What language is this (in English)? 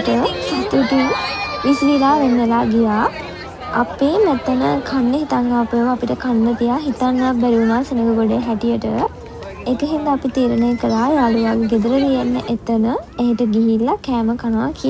Sinhala